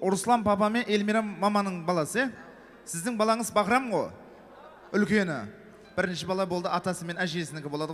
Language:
Kara-Kalpak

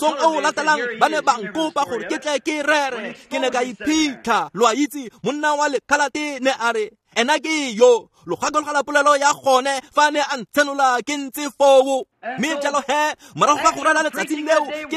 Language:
Tswana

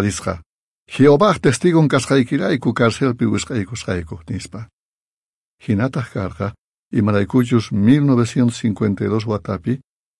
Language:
South Bolivian Quechua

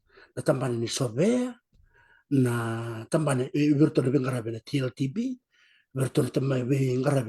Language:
Fijian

